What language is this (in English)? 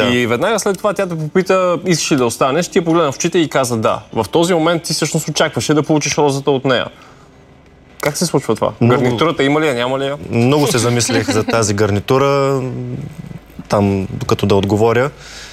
Bulgarian